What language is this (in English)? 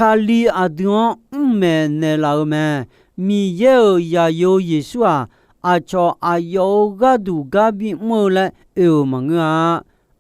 Akha